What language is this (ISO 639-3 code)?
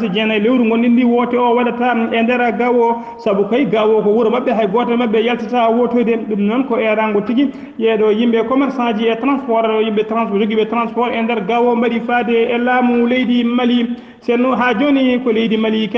ful